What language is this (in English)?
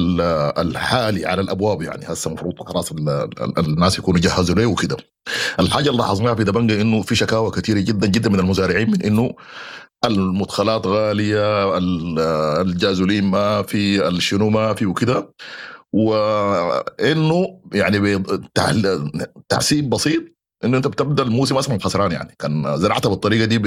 Sudanese Arabic